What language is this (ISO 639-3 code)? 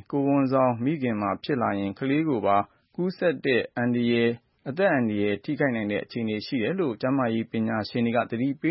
mya